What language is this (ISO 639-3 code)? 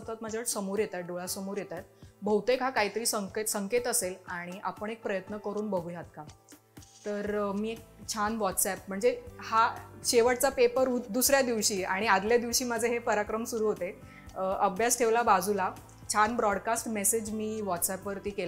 mar